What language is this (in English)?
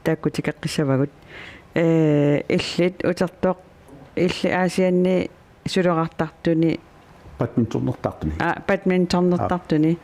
Kalaallisut